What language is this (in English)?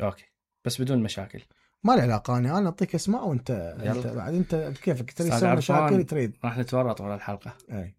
Mesopotamian Arabic